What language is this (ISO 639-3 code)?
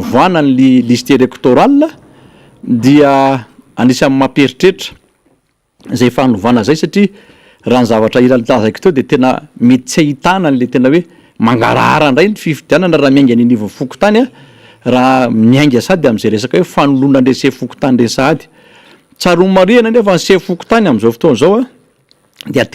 mlg